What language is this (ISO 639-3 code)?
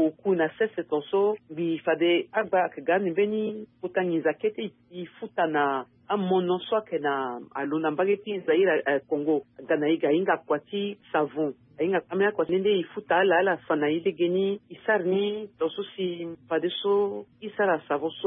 sag